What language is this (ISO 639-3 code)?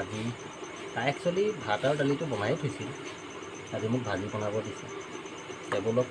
asm